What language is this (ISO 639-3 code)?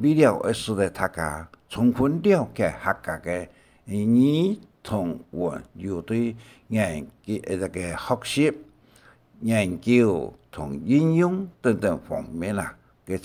hak